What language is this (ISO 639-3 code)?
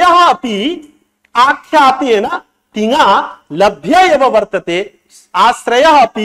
san